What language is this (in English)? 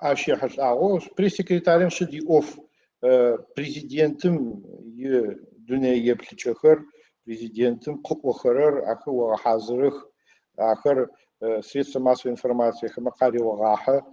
Adyghe